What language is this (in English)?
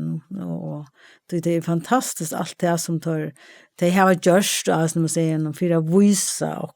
Faroese